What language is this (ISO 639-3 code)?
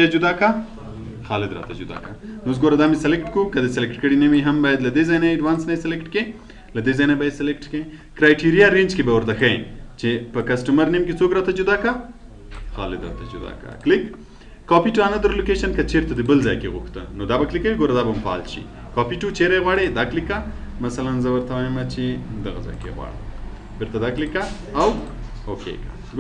pus